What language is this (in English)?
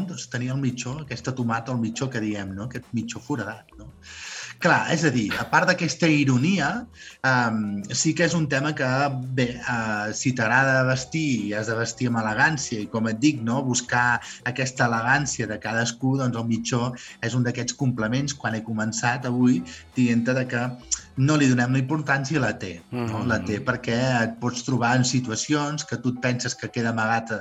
Catalan